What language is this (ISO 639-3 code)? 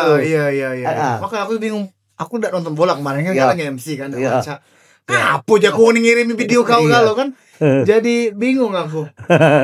mui